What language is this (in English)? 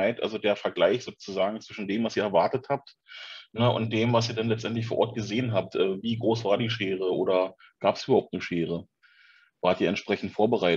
German